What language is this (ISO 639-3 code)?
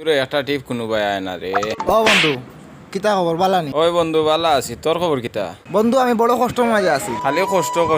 syl